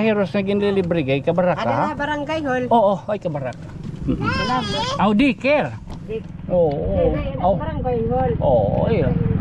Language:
Waray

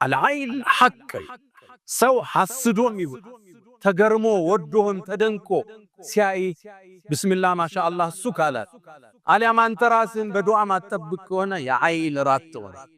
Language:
Amharic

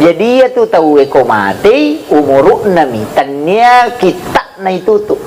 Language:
Buginese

